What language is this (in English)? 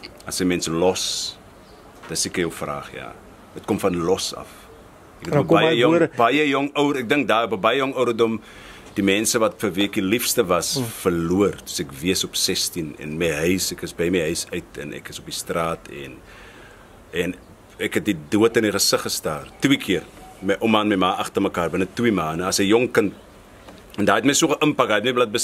Afrikaans